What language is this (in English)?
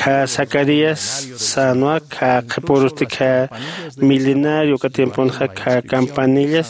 Aymara